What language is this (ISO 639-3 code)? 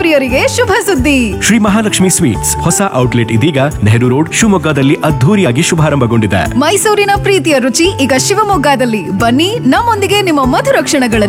kan